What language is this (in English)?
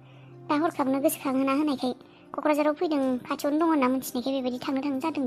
Bodo